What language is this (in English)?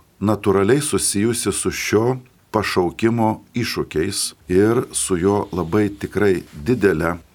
Lithuanian